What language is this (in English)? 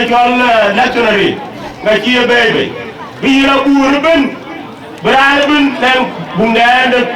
Dinka